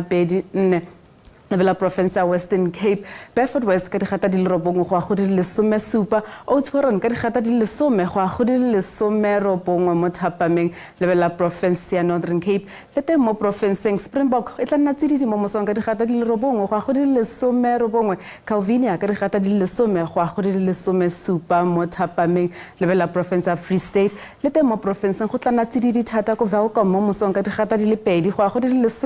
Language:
Tswana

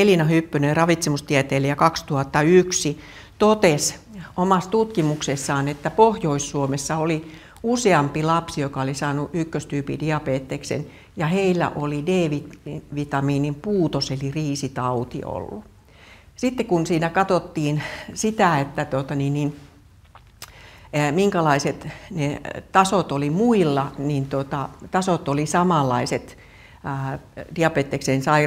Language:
Finnish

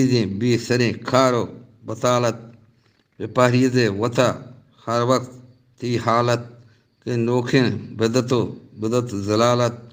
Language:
Eastern Balochi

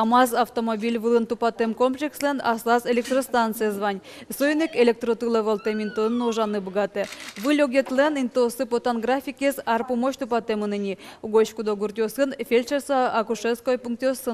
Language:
Udmurt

